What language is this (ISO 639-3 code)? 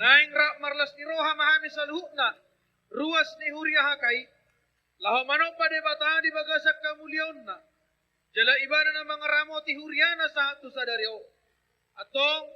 bbc